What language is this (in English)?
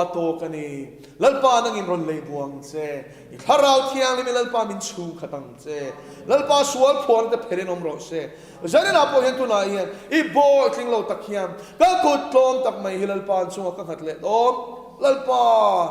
Mizo